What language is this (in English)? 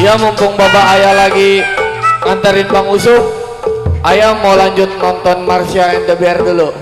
Betawi